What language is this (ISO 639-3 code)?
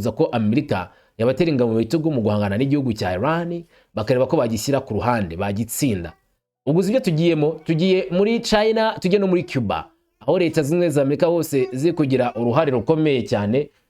kin